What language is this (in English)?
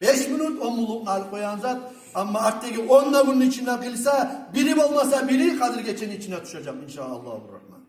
Kumyk